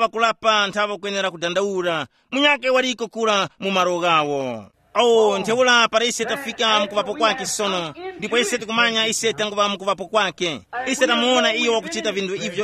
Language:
Tumbuka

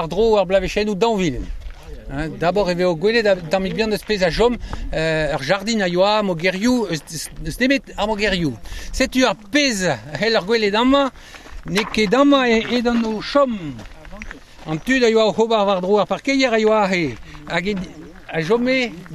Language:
Breton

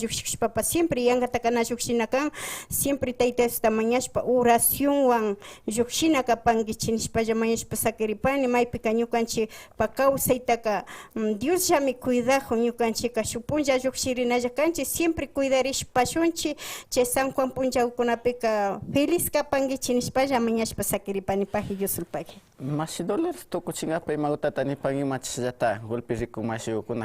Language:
Imbabura Highland Quichua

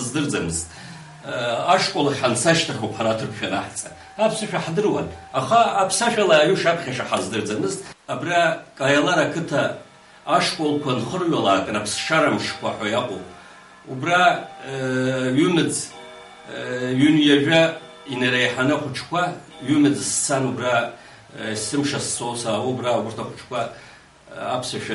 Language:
Abkhazian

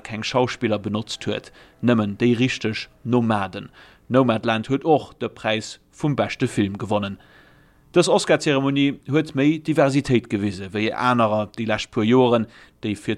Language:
Luxembourgish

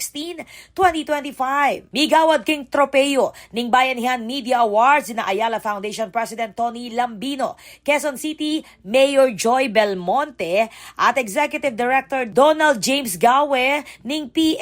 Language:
Pampanga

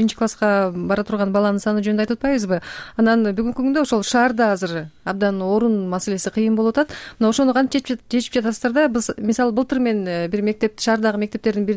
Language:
Kyrgyz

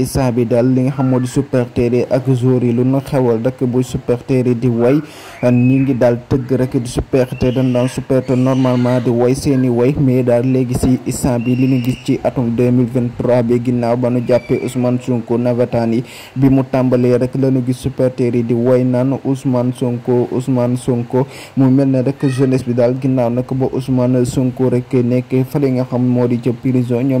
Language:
Wolof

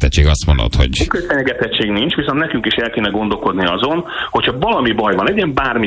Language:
Hungarian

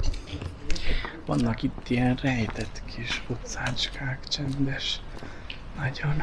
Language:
Hungarian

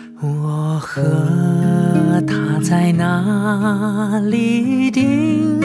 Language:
Chinese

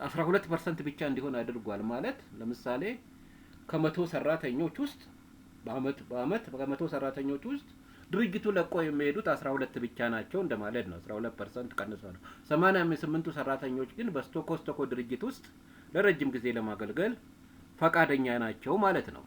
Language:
Amharic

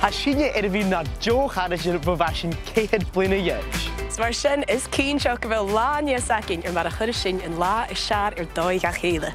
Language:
Scottish Gaelic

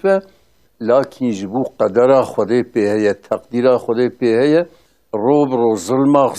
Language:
Kurdish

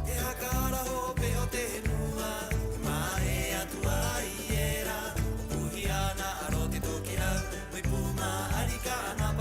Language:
Rapanui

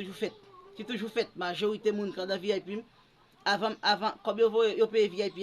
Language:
Haitian Creole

